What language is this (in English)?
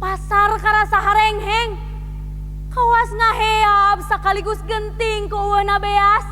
Sundanese